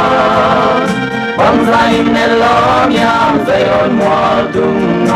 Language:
Paite Chin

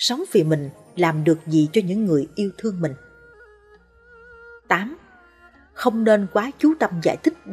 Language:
Vietnamese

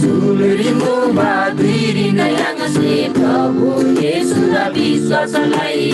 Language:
Eastern Tamang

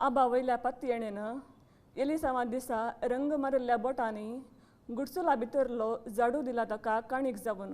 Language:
Konkani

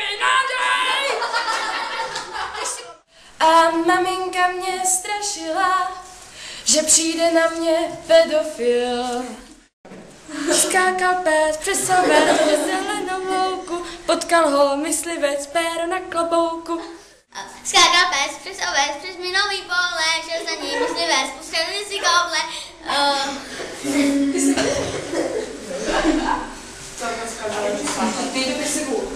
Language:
Czech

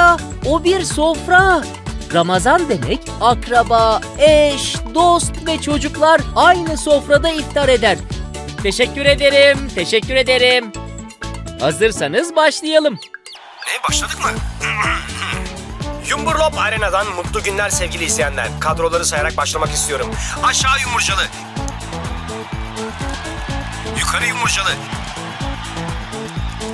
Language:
Turkish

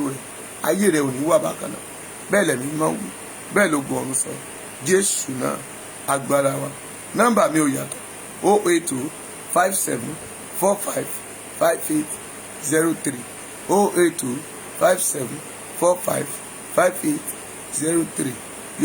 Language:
Yoruba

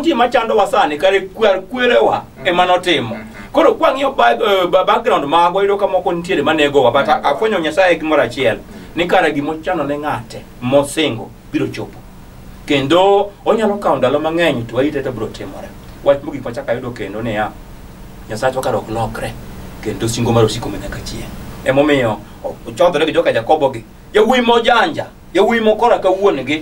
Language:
Luo (Kenya and Tanzania)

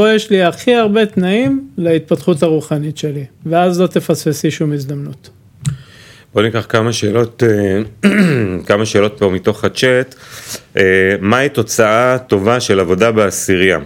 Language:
Hebrew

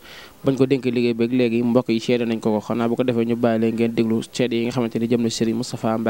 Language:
Wolof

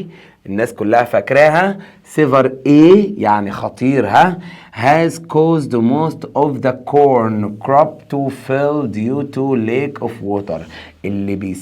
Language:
Egyptian Arabic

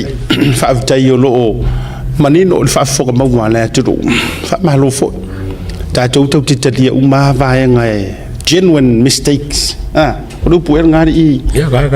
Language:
Samoan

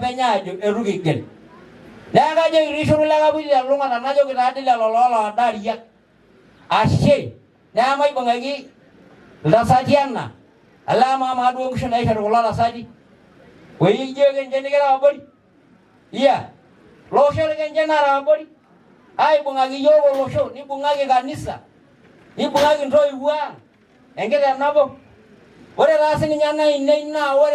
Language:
Masai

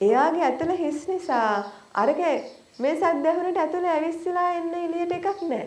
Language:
Sinhala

